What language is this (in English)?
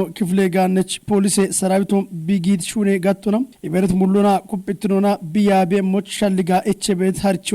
Kafa